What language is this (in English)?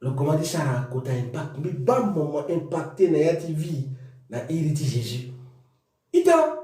Sango